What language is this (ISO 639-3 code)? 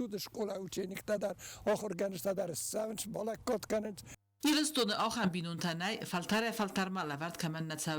oss